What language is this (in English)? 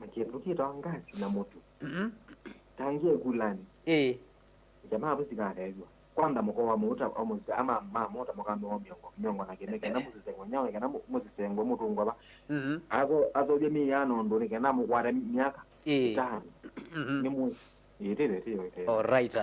Kamba